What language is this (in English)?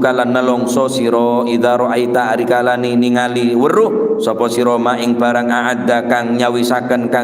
Madurese